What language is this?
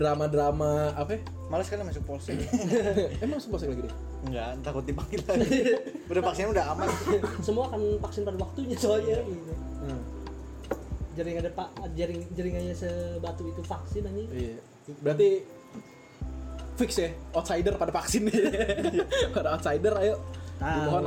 Indonesian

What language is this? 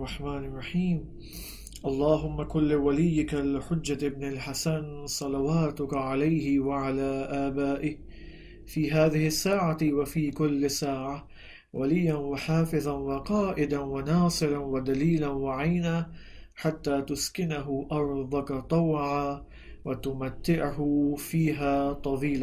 Urdu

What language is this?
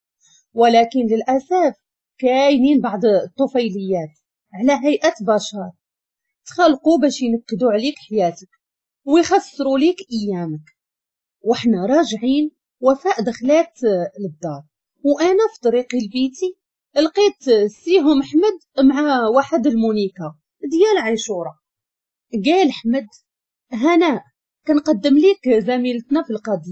Moroccan Arabic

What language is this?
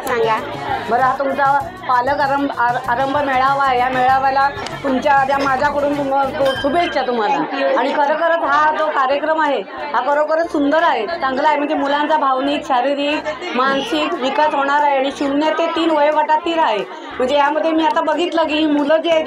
Marathi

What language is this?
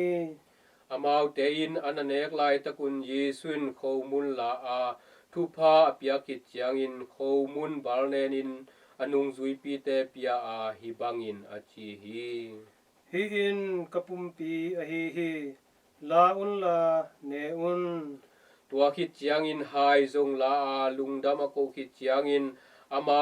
Tedim Chin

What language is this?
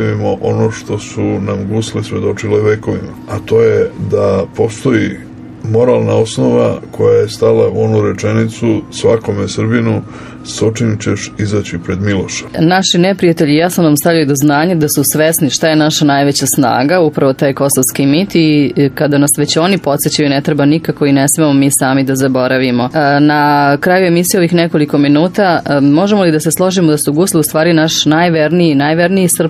Serbian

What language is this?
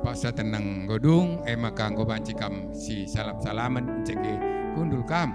Batak Karo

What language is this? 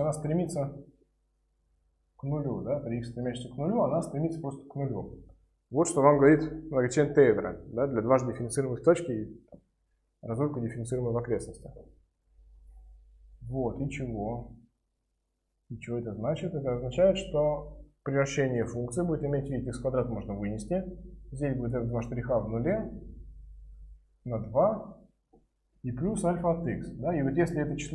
Russian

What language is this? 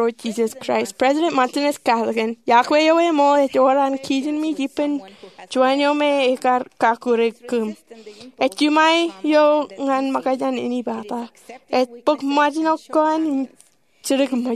Marshallese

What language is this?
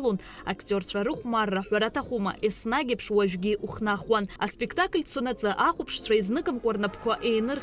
Abkhazian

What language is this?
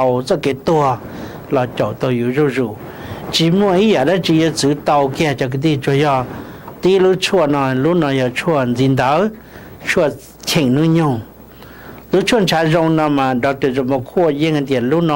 Hmong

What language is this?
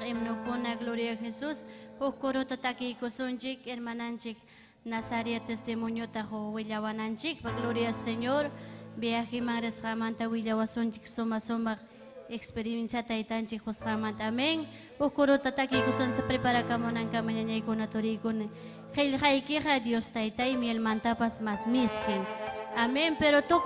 Ayacucho Quechua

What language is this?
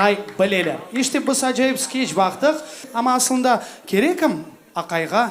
Crimean Tatar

